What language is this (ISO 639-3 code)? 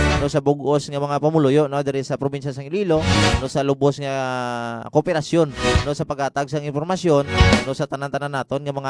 hil